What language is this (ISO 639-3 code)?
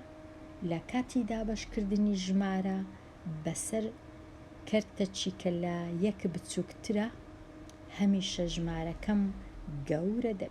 ckb